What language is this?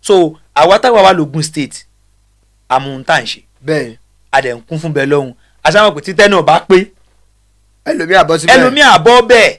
Yoruba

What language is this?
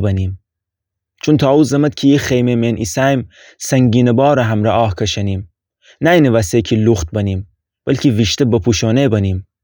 Gilaki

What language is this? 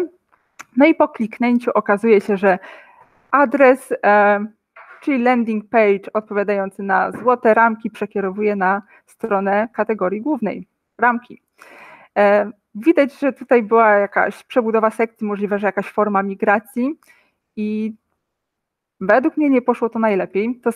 Polish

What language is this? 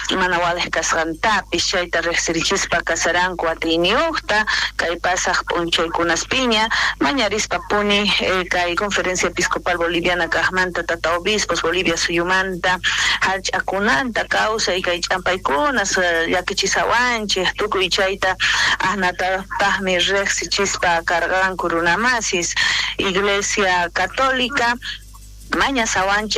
South Bolivian Quechua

